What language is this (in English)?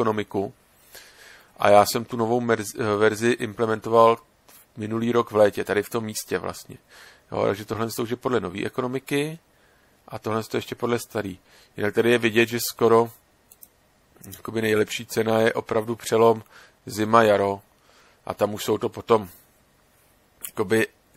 Czech